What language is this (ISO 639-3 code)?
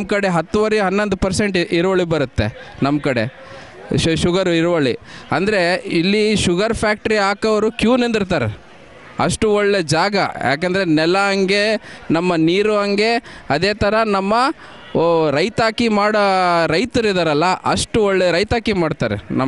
kan